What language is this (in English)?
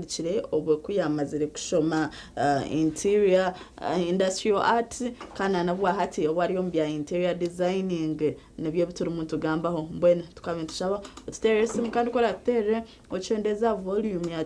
Nyankole